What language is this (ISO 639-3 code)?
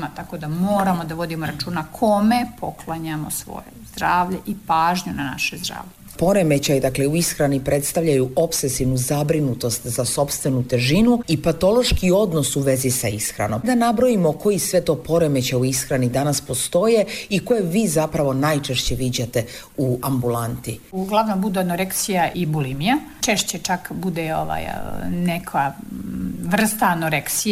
srp